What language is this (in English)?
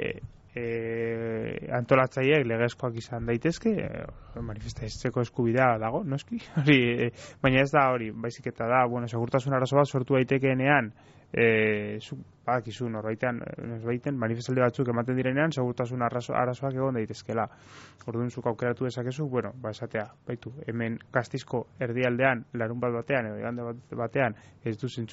Basque